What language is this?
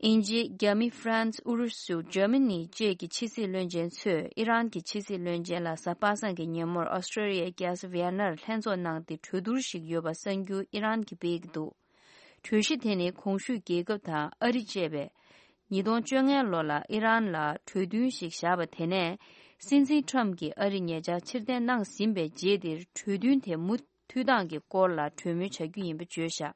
Tibetan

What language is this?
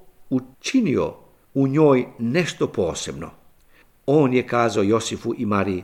Serbian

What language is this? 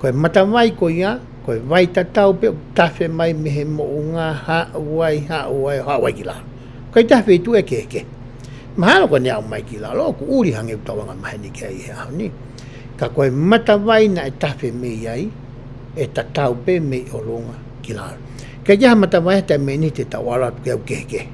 Tongan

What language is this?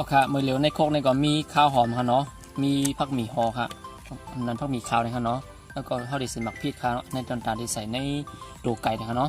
Shan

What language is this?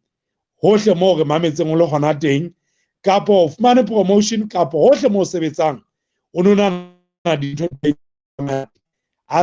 Southern Sotho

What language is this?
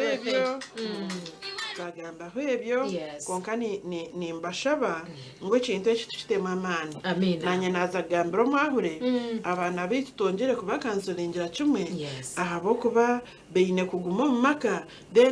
Nyankole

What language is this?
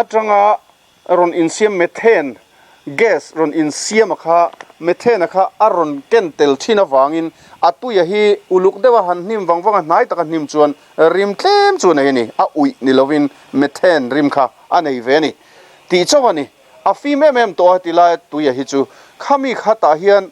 Mizo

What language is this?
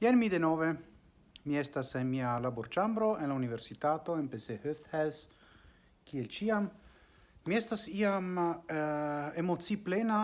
Esperanto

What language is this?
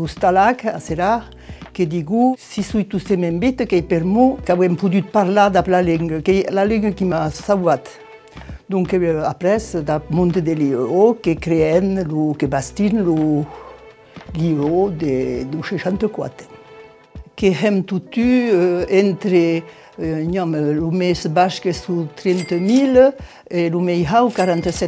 Occitan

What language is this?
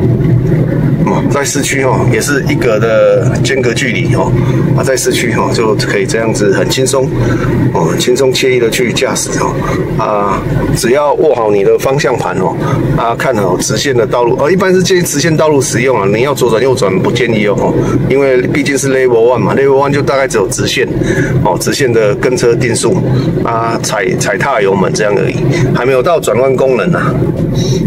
Chinese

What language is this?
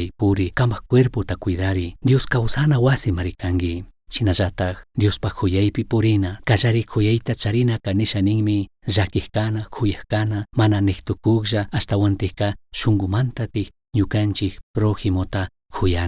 Chimborazo Highland Quichua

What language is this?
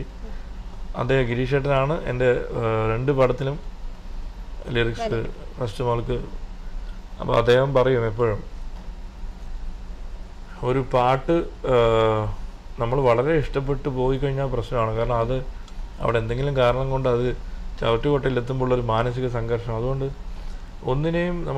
Malayalam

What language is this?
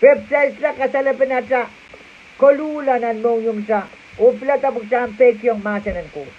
Pohnpeian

